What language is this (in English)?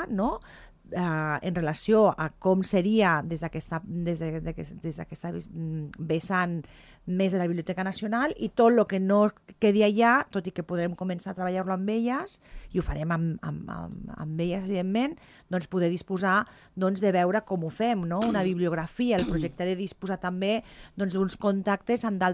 Catalan